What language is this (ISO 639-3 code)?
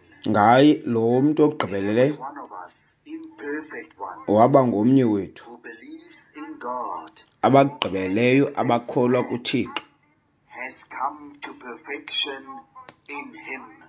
xho